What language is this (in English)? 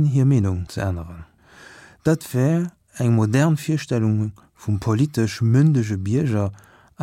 Luxembourgish